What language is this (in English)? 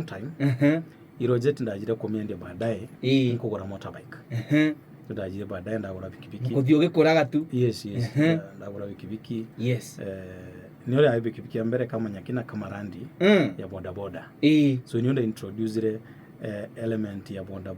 Meru